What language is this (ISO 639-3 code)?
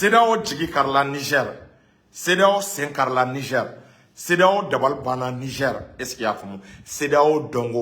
bam